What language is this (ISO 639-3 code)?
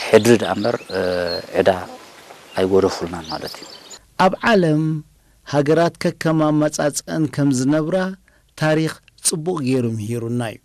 tir